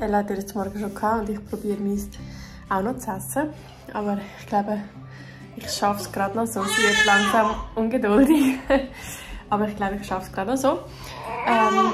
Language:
Swiss German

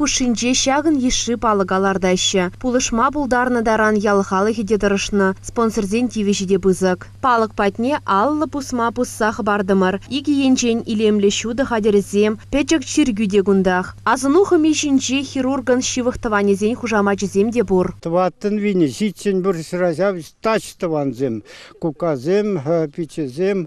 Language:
Chuvash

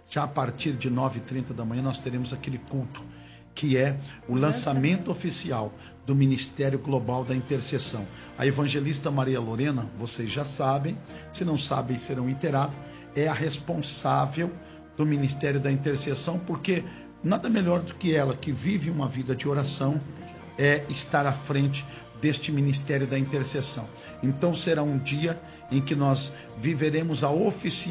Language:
Portuguese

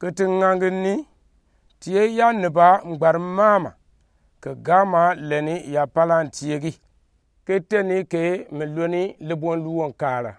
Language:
Gourmanchéma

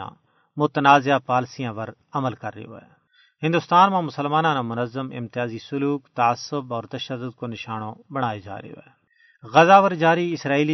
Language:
Gujari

